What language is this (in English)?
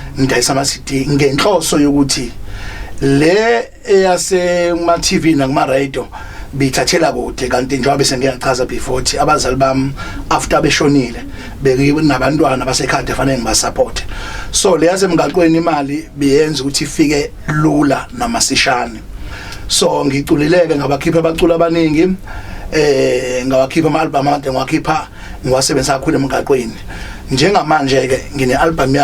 Zulu